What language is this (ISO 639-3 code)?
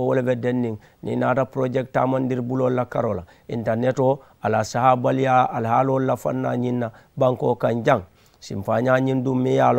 man